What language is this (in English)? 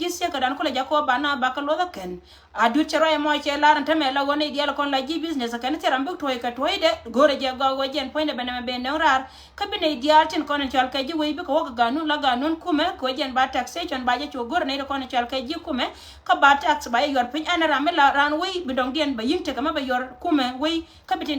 Nuer